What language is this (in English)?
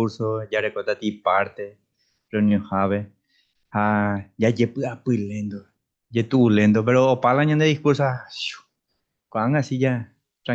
Guarani